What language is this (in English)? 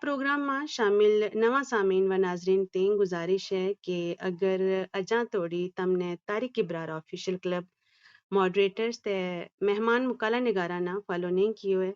Gujari